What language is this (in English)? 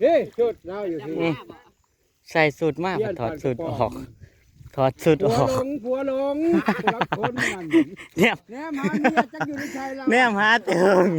Northeastern Thai